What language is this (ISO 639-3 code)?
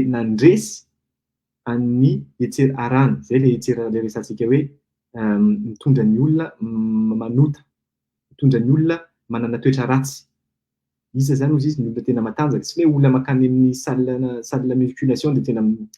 mlg